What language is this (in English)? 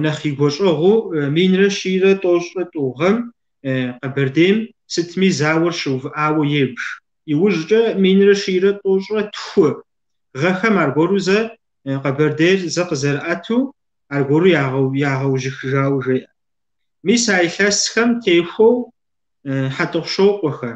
Kabardian